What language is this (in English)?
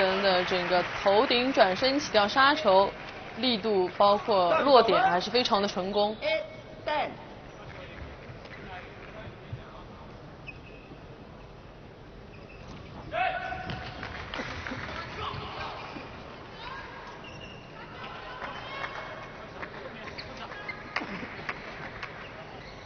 Chinese